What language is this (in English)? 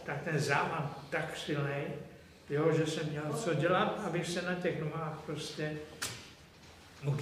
Czech